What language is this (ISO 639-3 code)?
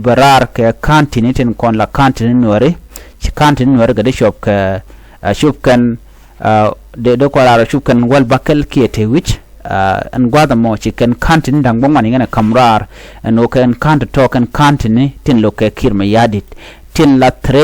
nus